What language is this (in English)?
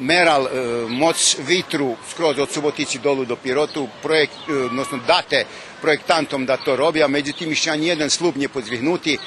Rusyn